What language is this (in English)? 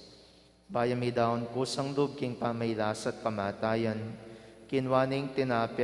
Pampanga